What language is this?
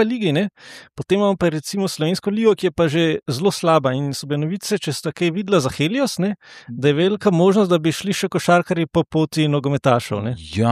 Slovenian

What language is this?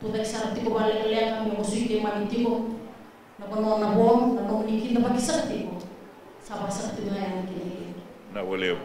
Fijian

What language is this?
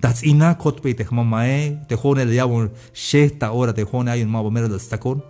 Tzeltal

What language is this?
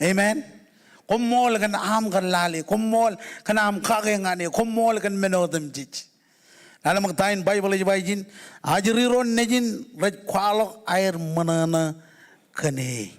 Marshallese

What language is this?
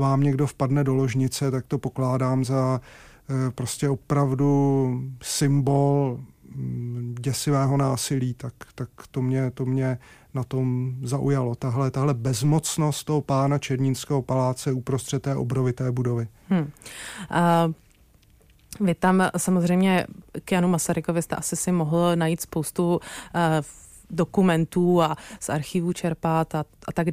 Czech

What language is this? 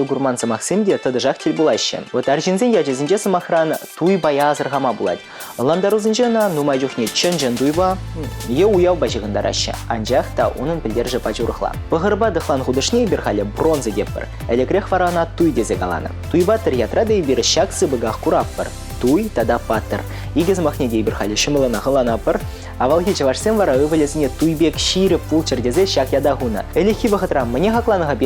Chuvash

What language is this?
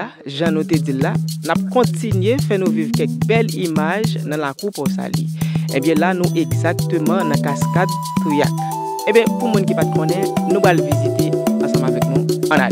Haitian Creole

